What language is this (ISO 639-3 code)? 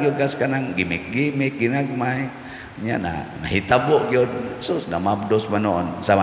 ceb